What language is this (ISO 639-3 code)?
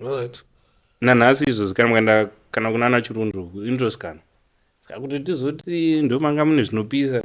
sna